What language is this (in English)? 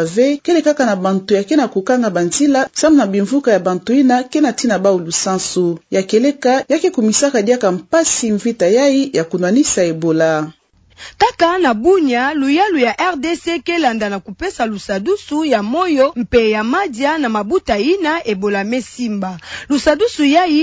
Kituba (Democratic Republic of Congo)